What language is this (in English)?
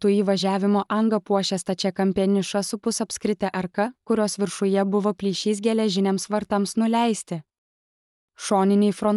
Lithuanian